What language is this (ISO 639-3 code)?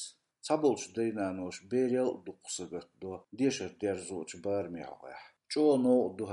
che